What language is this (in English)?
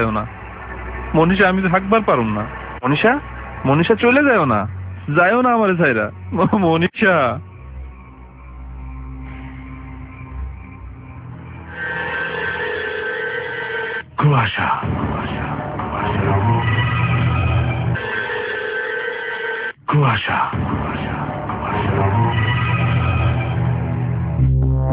Bangla